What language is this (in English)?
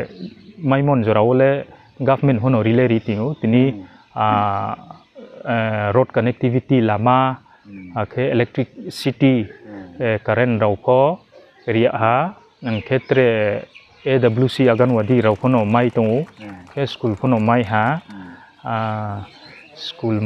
Riang (India)